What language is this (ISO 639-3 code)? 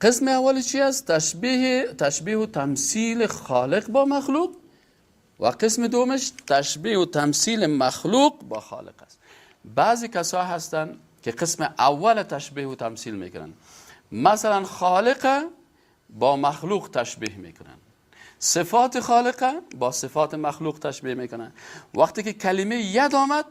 fas